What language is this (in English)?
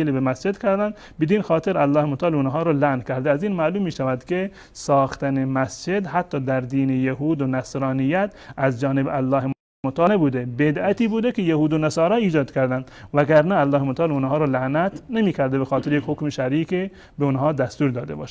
Persian